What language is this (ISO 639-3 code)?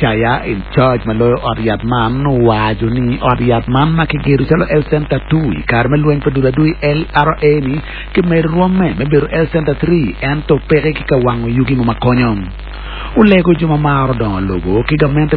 ach